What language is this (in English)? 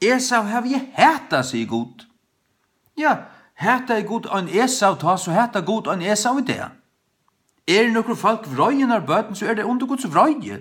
Faroese